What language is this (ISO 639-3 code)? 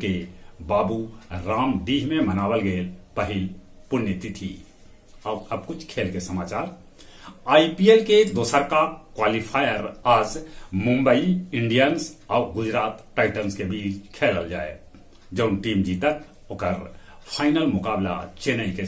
mag